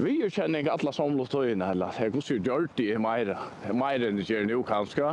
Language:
Faroese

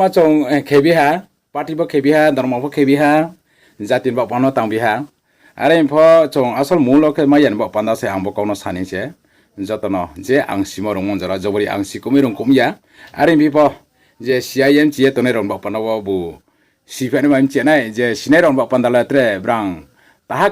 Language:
Riang (India)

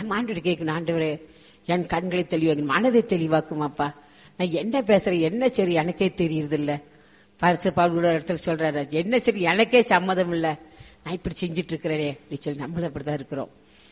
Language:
Tamil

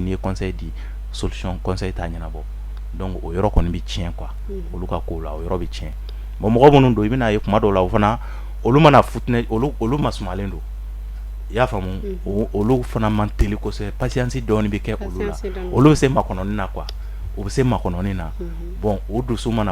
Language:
Bambara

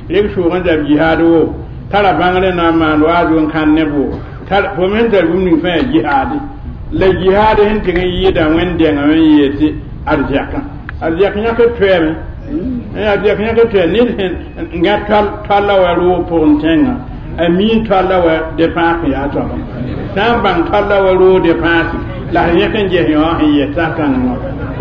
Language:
Mossi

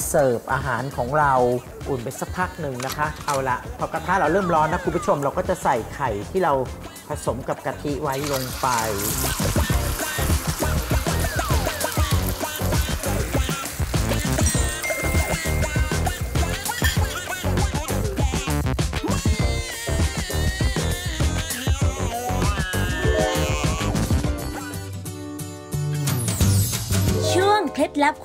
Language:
Thai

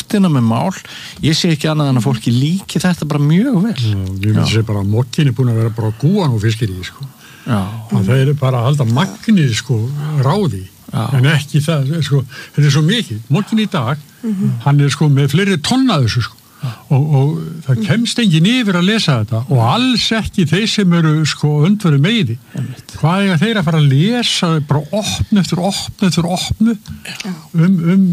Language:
Icelandic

